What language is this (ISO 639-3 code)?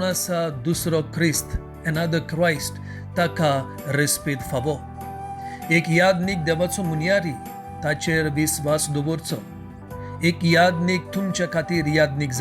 kok